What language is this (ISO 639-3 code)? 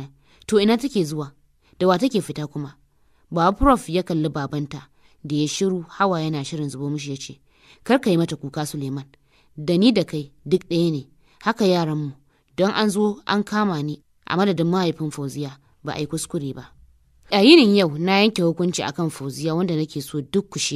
hau